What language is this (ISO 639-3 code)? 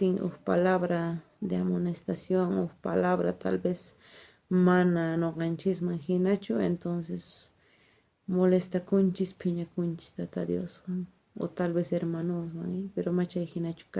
quh